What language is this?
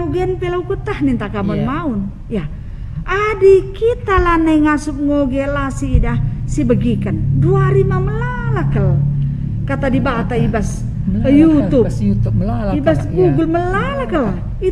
Batak Karo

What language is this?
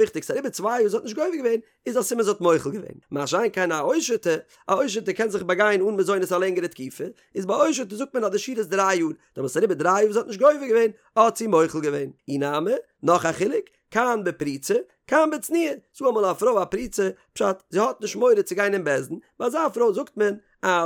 Yiddish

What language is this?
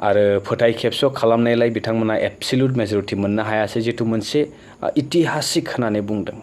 Bodo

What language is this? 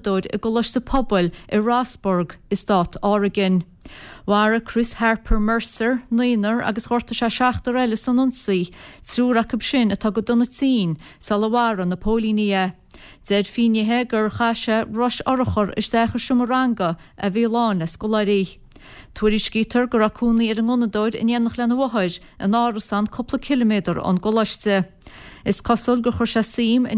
Irish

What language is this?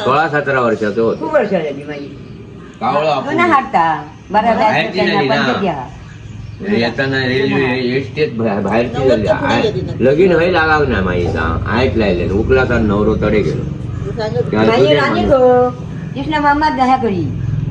Konkani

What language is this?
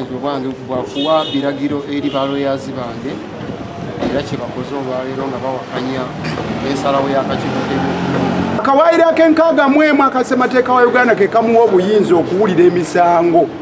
Ganda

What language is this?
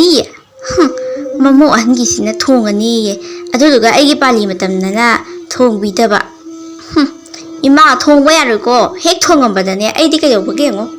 Manipuri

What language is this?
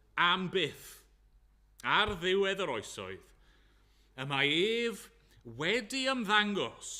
Welsh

